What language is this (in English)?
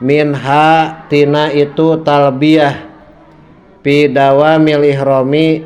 Sundanese